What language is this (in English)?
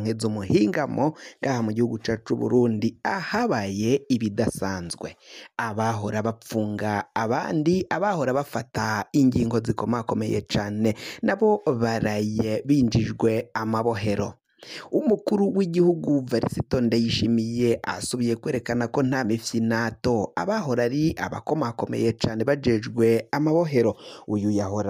Rundi